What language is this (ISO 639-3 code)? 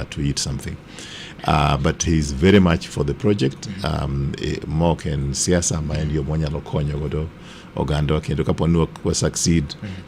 luo